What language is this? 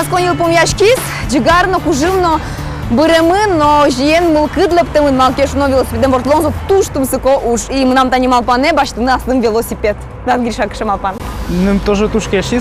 Udmurt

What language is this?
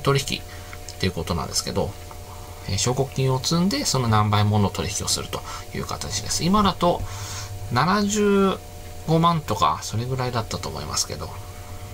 Japanese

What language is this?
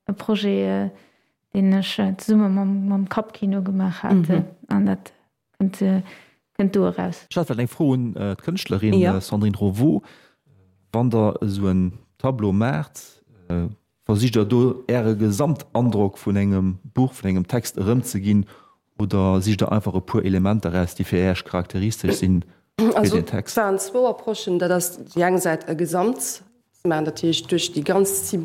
Luxembourgish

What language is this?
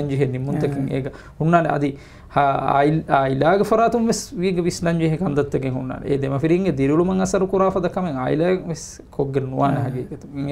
Divehi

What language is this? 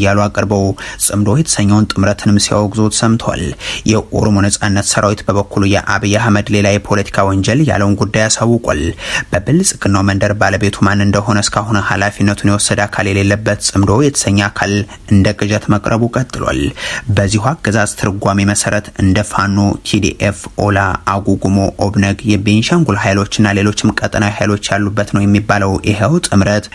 Amharic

